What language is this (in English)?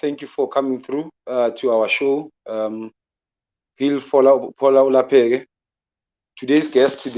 Zulu